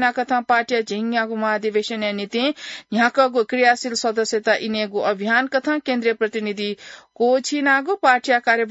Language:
Newari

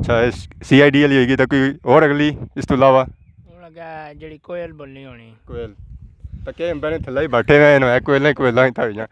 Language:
Pahari-Potwari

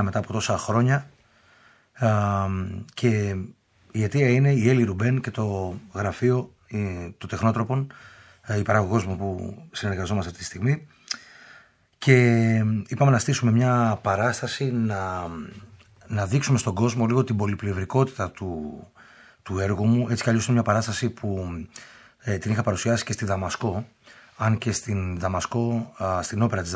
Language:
Greek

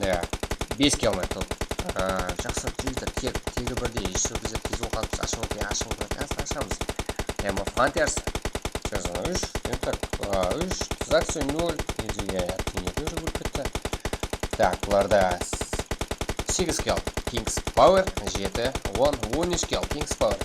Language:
Kara-Kalpak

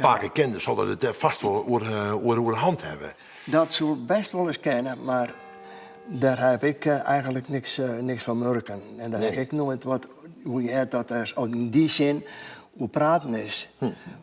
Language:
Western Frisian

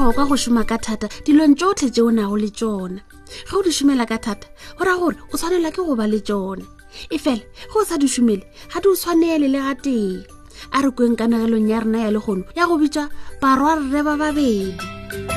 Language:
Northern Sotho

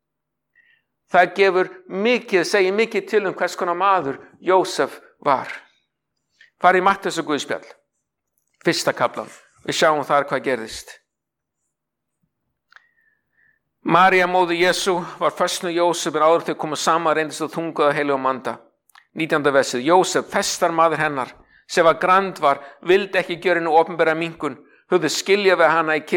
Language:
Icelandic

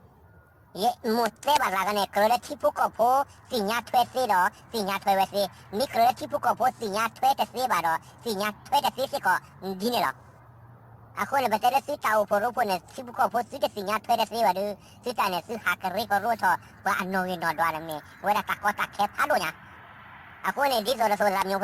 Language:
S'gaw Karen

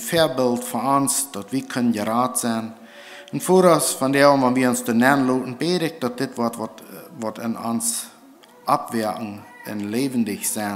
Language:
Plautdietsch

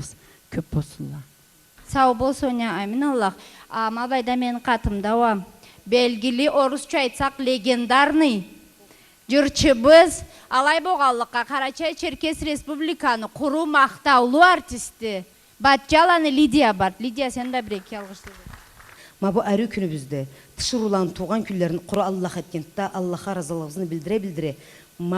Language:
Karachay-Balkar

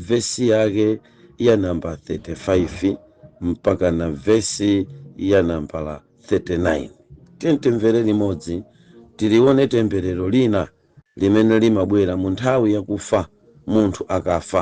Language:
Nyanja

